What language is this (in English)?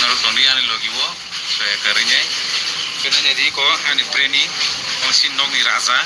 Kok Borok